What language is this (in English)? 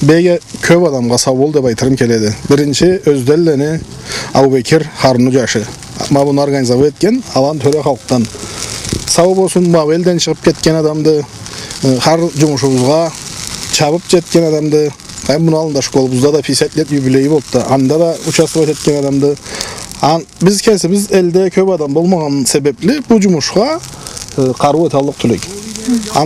Karachay-Balkar